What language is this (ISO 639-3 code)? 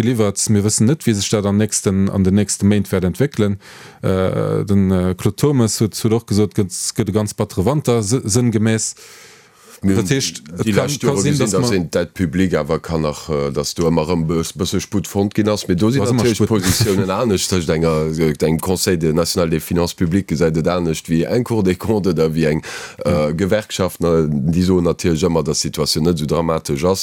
ltz